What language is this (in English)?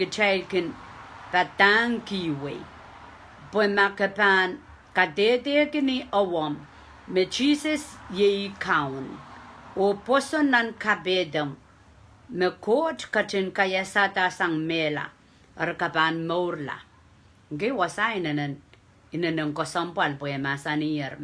Pohnpeian